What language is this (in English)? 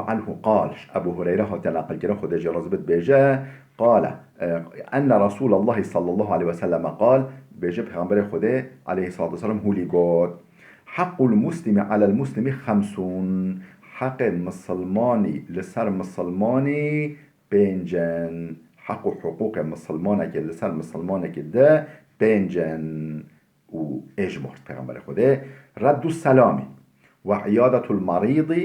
Kurdish